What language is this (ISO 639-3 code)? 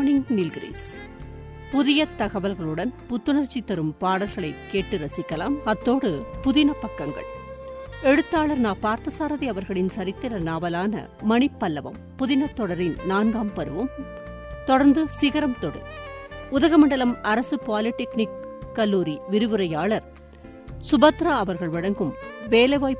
tam